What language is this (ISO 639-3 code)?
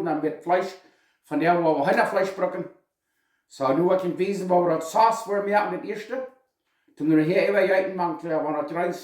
pdt